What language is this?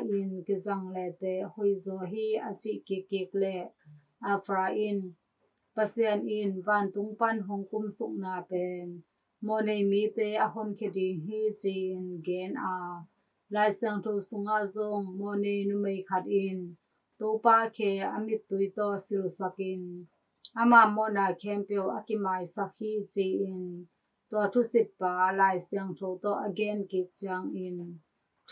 Tedim Chin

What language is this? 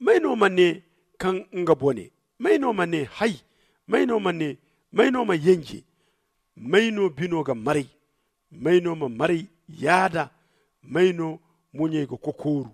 Zarma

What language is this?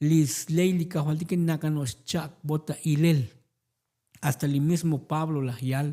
Tzotzil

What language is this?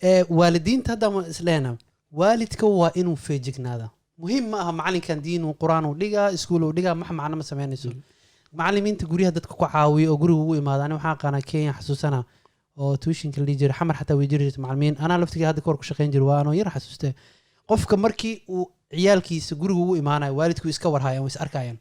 Somali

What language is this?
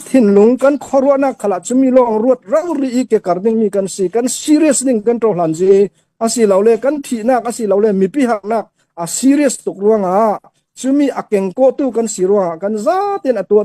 Hakha Chin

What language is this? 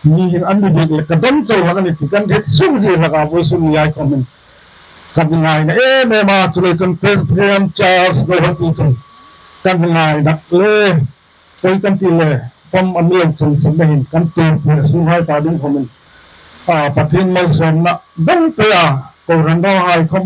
Hmar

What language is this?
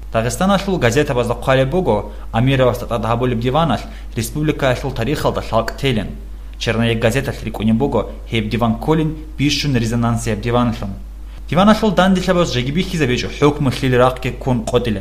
Avaric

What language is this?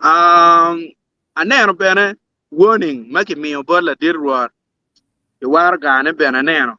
Acoli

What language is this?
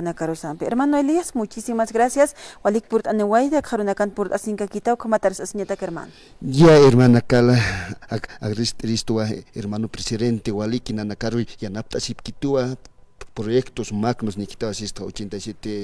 Aymara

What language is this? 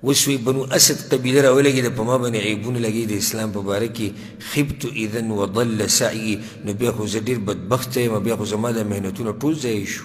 Pashto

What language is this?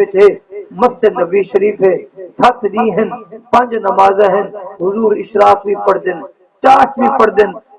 Saraiki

